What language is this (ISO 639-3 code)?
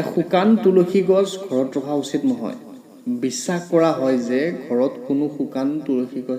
asm